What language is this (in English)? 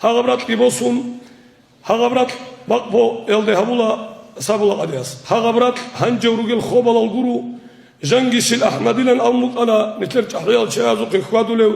Avaric